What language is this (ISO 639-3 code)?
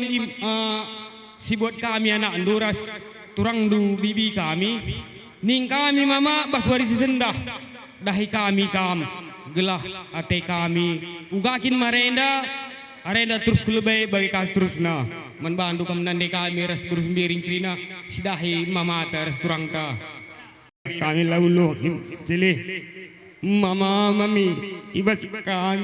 btx